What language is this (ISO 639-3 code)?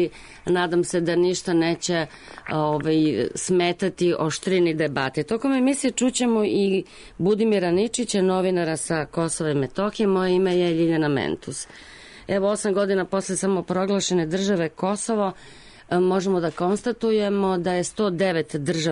srp